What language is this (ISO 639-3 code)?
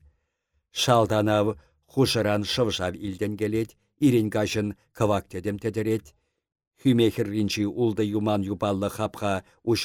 chv